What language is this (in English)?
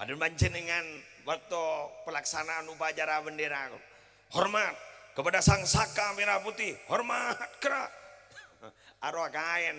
Madurese